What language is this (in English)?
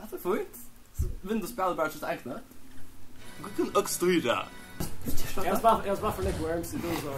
Faroese